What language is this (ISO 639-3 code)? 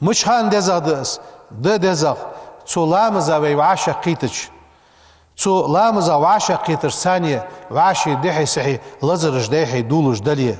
inh